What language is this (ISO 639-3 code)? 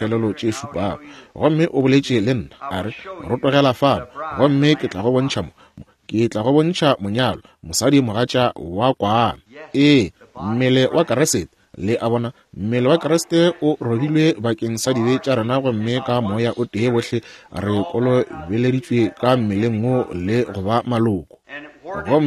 nso